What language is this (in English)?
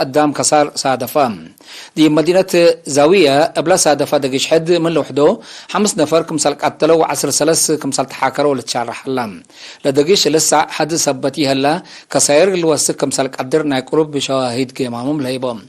Tigre